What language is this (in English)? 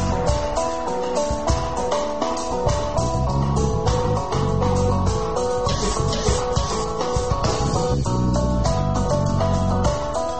Basque